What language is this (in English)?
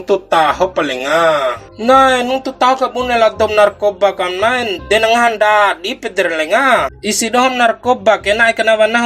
Bima